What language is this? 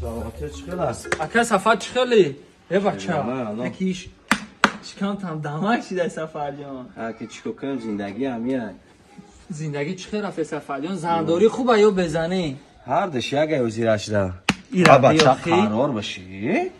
Tajik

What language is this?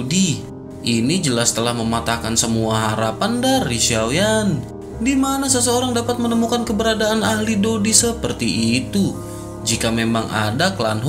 Indonesian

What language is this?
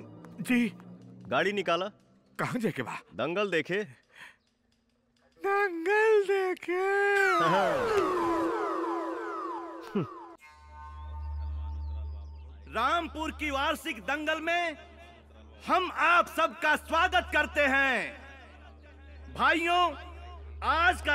Bhojpuri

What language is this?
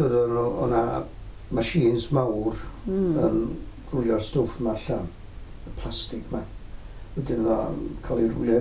Welsh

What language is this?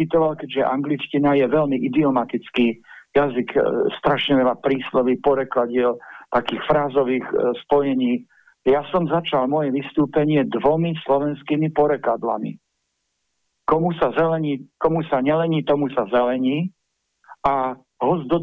Slovak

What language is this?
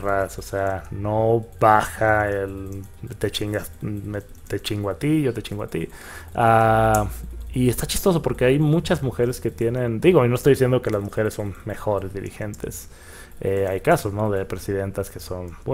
Spanish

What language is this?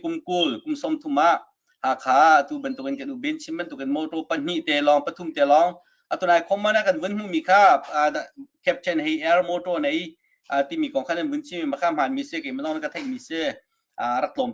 Hakha Chin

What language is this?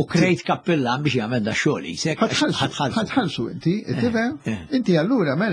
Maltese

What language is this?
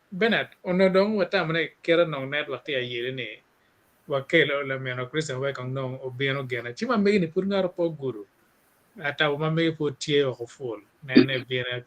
Acoli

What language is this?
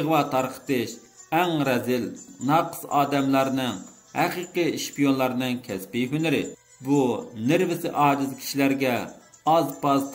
Uyghur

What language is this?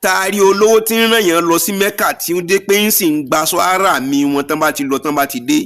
Yoruba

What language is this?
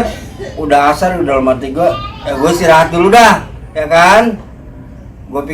Betawi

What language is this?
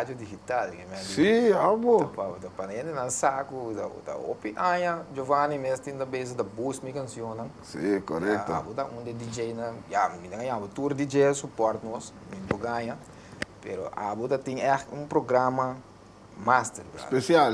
Papiamento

